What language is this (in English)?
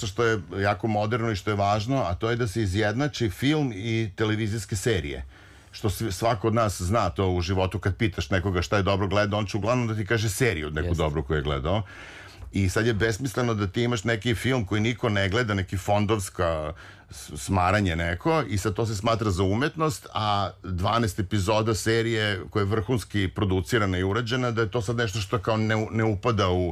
Serbian